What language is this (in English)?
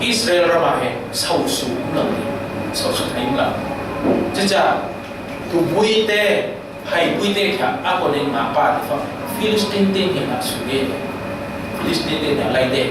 Falam Chin